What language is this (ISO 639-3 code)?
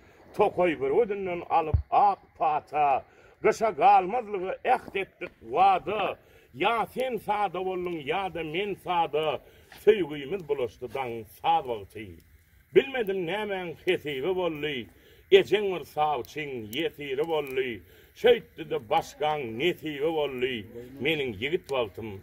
tuk